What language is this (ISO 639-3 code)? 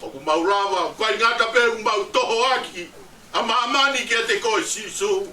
ton